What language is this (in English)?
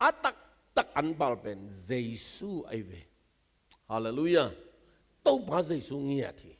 Tedim Chin